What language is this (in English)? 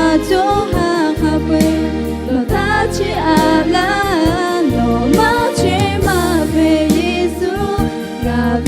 Lahu